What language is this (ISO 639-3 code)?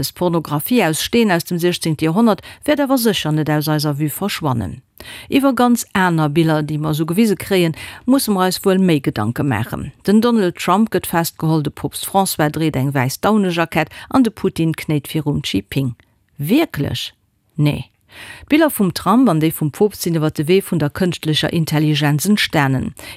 ltz